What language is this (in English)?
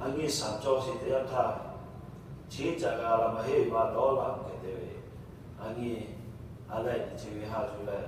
Lahu